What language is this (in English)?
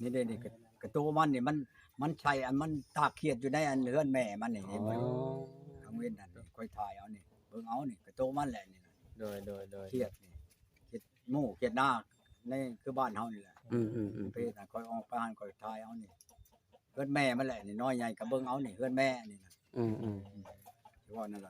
Northeastern Thai